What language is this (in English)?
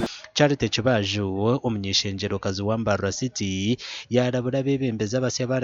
Nyankole